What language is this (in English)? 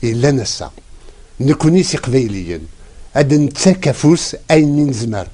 Kabyle